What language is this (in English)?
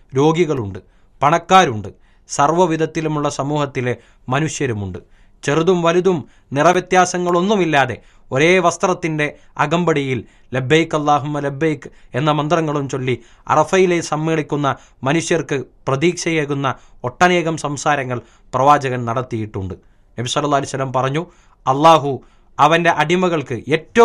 Malayalam